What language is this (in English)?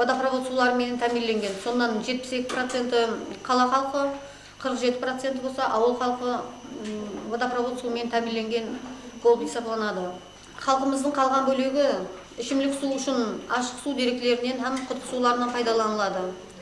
Kara-Kalpak